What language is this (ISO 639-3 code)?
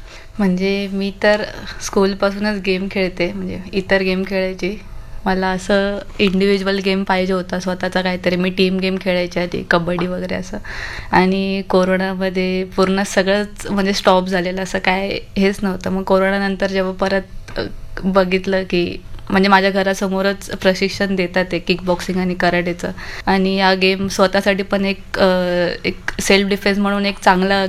mar